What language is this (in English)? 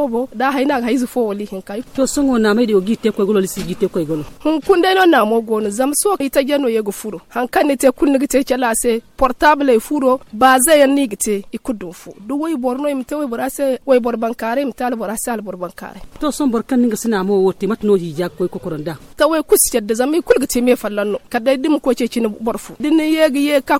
Zarma